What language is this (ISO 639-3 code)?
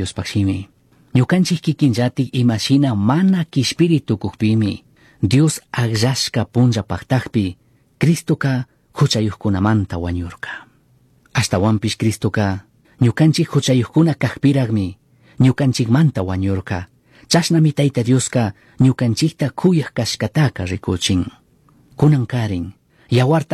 qug